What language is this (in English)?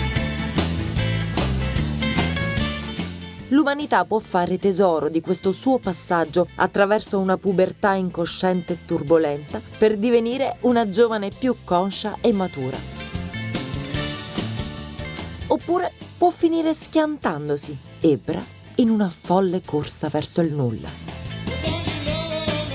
Italian